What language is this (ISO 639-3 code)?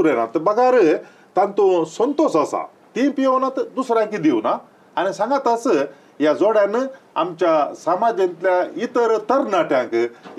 kok